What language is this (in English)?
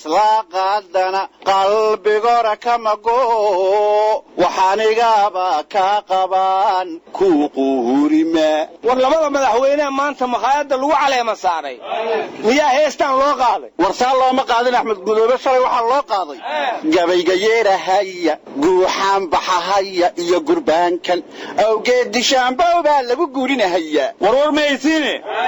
Somali